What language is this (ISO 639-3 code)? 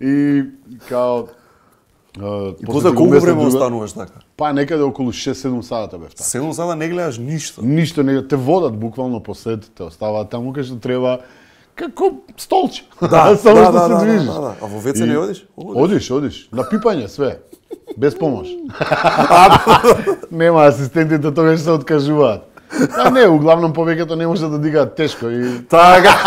mkd